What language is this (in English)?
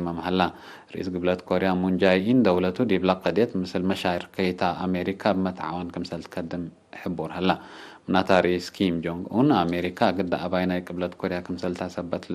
Tigre